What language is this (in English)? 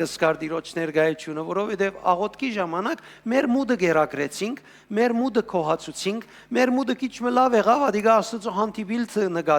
Western Armenian